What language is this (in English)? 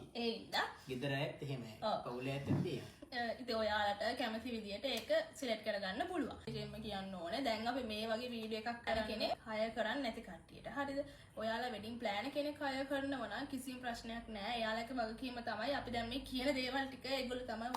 Sinhala